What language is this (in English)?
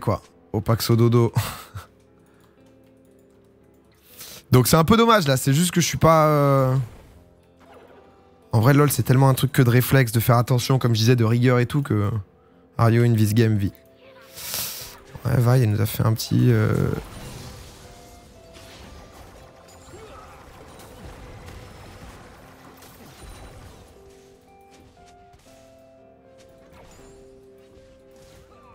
French